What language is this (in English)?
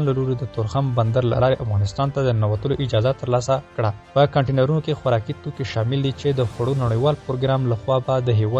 Pashto